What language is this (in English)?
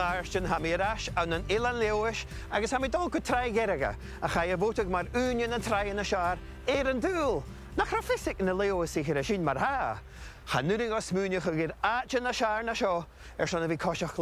Scottish Gaelic